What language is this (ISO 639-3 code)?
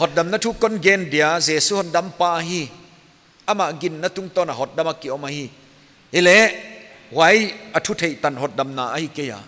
pck